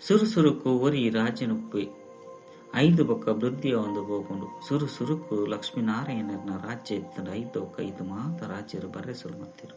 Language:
Tulu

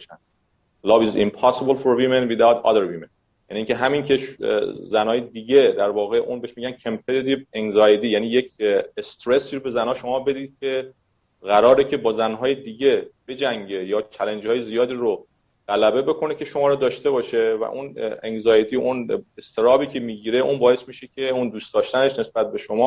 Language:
Persian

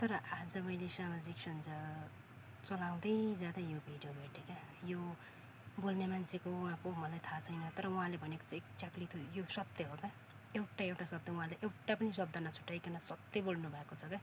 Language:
Nepali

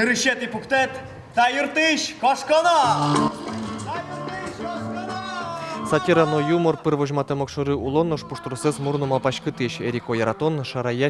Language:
Udmurt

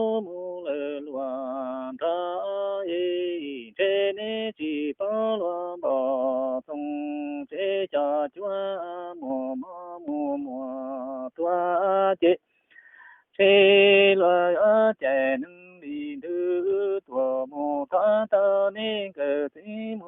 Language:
Hmong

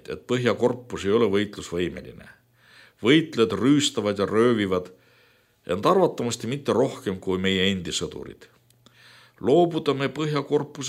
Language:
Estonian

